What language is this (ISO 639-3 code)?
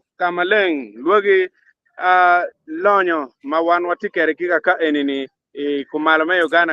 ach